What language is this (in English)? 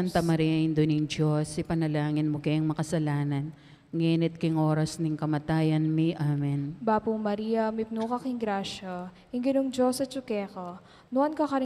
Pampanga